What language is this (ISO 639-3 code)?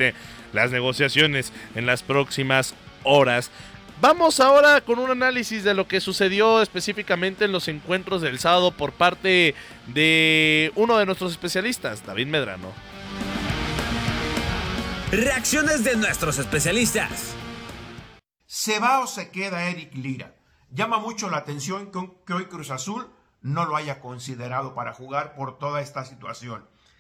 spa